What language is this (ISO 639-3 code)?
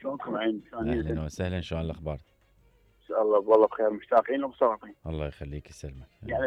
acm